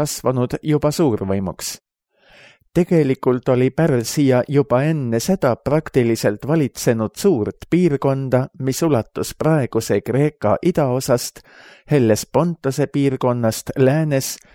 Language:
Estonian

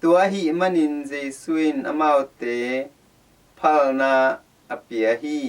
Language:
Tedim Chin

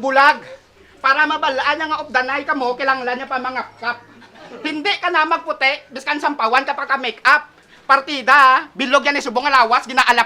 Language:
Hiligaynon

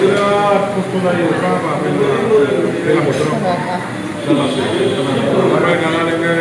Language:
Bodo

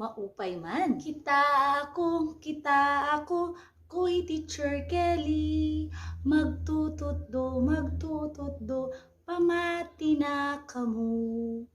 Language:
Waray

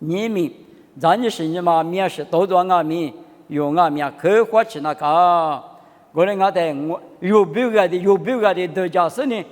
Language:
Lisu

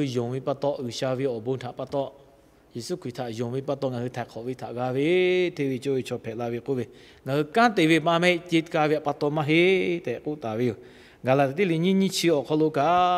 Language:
Lahu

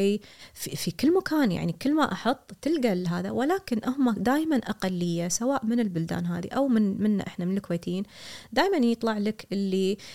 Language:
Gulf Arabic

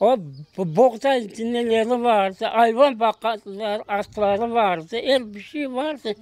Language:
Crimean Tatar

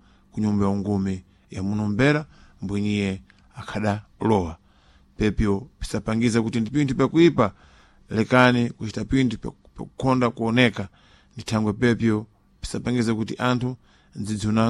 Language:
Sena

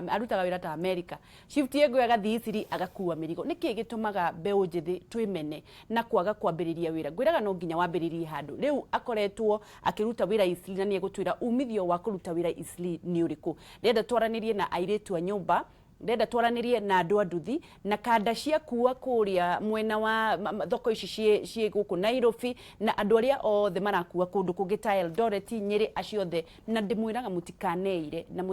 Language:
Kikuyu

